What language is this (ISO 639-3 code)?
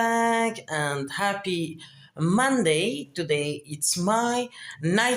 sqi